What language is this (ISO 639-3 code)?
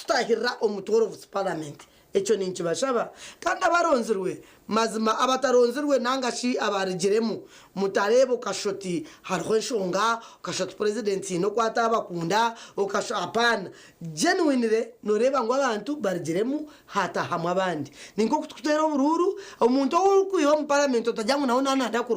nyn